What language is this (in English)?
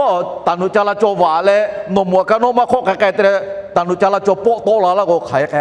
Lahu